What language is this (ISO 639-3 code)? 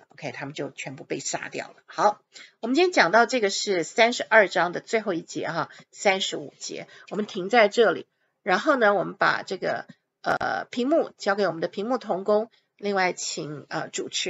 zho